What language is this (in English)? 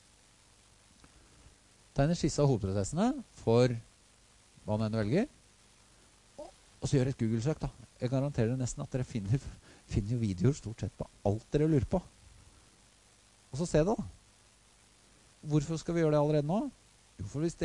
Norwegian